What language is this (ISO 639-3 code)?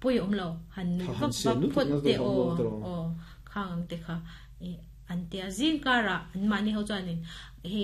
lus